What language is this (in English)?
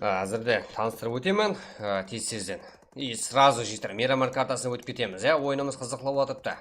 Kara-Kalpak